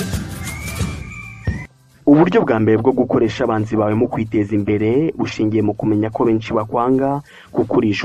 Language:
Kinyarwanda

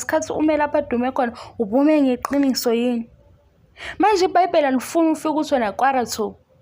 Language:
Zulu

